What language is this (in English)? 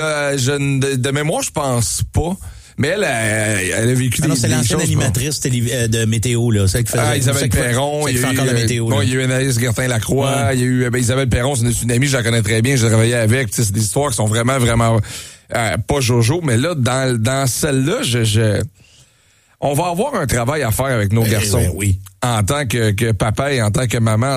French